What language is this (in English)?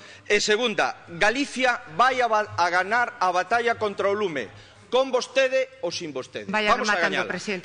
Galician